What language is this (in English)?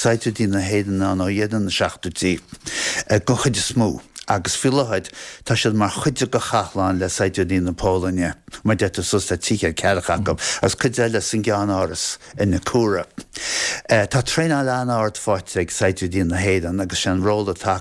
Irish